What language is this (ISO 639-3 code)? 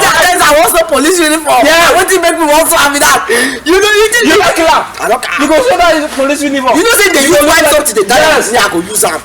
pcm